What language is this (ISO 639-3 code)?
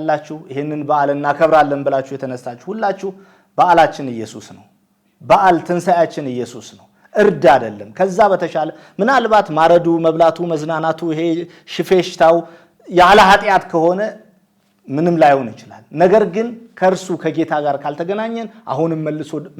amh